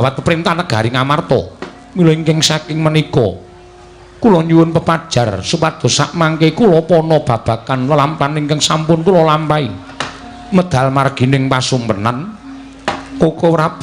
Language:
Javanese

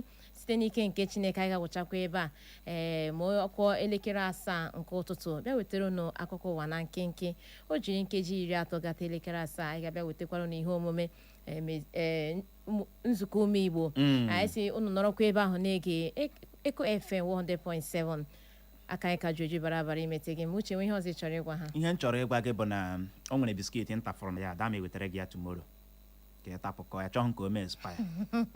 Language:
Igbo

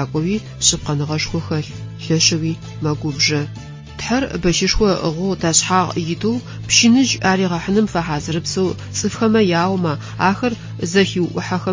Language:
Adyghe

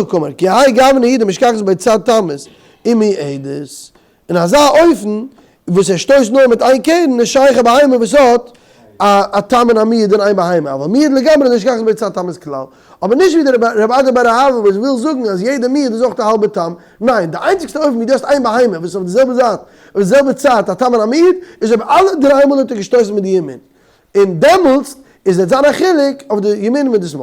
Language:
Yiddish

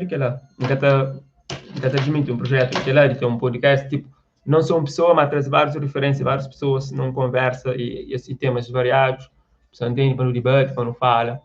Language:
Kabuverdianu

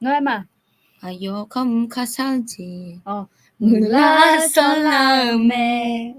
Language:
Akha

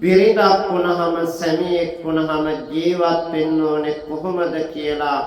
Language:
Sinhala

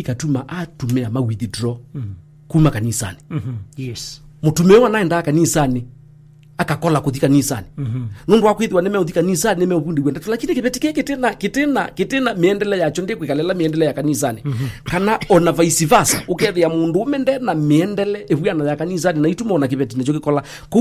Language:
Kamba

